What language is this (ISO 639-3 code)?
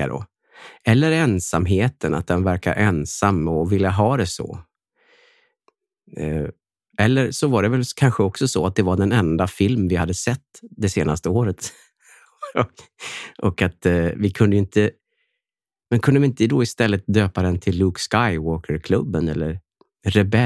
swe